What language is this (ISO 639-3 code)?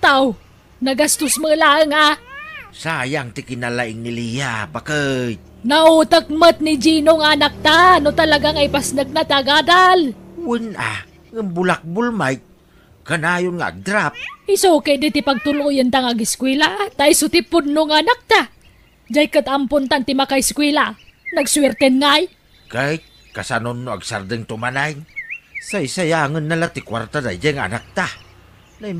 ilo